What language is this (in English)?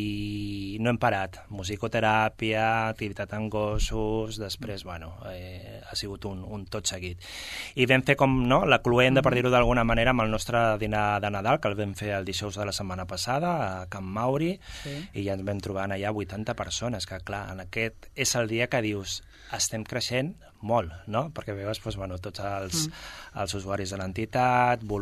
Catalan